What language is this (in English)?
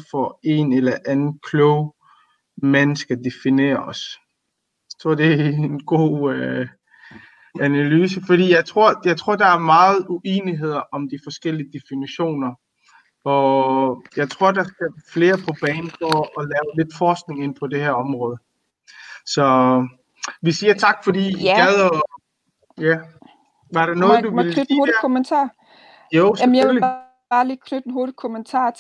Danish